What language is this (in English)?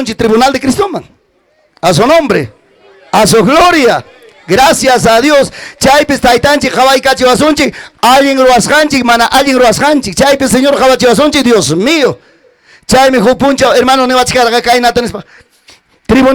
Ayacucho Quechua